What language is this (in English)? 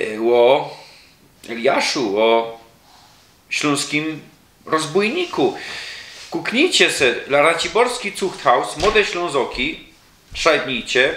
Silesian